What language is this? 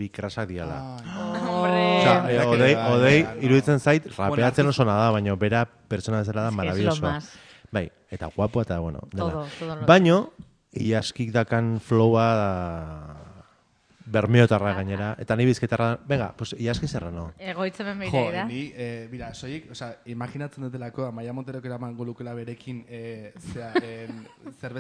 Basque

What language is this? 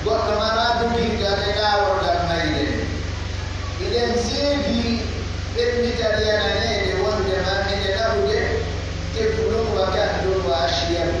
Pular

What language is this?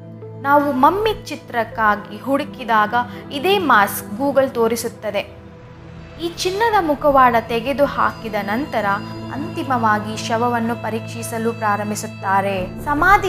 Kannada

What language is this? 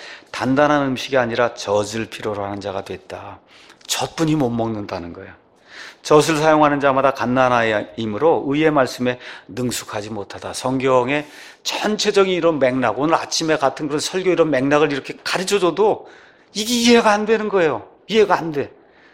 Korean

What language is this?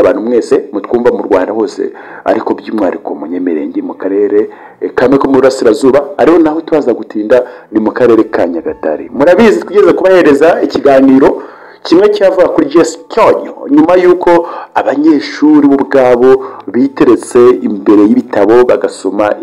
Kinyarwanda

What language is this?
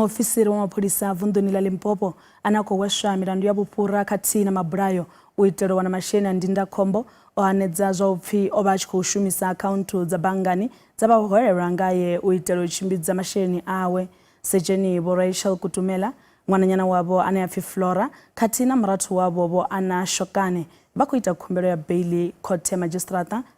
Venda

